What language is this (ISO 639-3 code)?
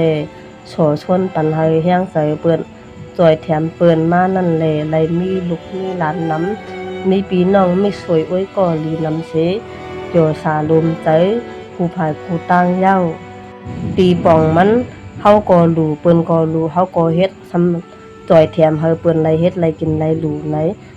shn